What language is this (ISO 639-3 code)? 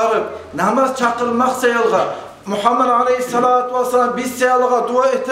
kum